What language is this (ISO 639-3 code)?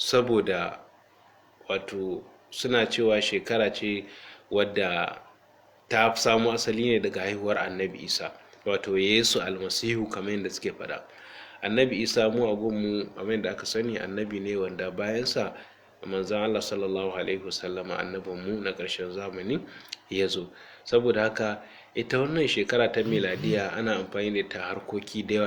hau